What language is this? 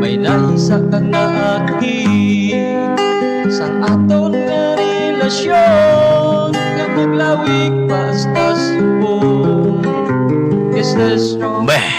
Hiligaynon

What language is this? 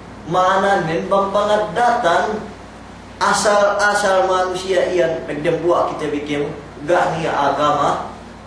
Yakan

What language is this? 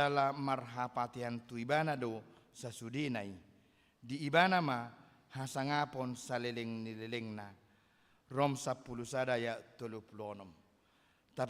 Batak Toba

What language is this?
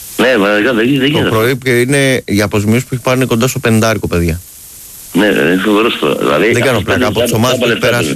Greek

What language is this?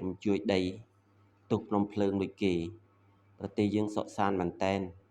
Khmer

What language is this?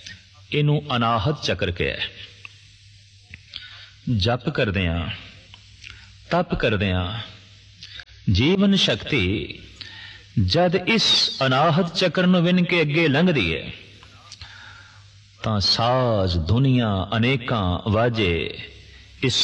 Punjabi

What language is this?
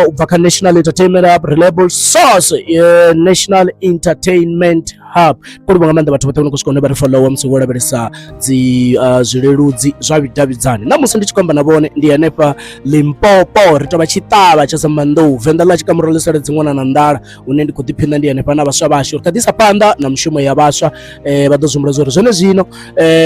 Venda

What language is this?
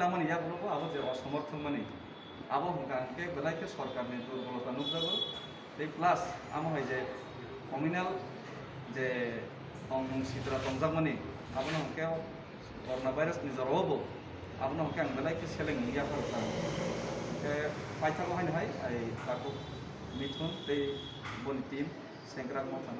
Kok Borok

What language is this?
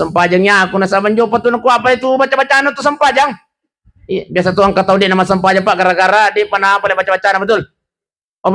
Buginese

